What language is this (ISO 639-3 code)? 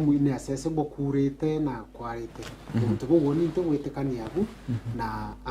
mer